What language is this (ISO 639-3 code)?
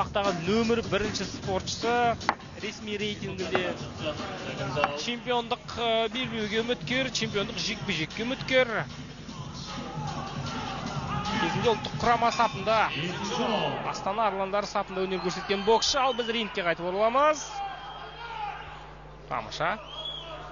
kaz